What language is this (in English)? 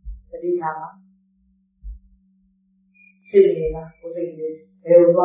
Burmese